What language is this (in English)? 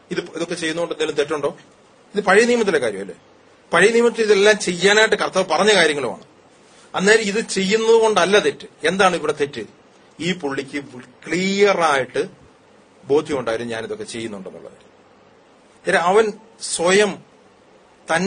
Malayalam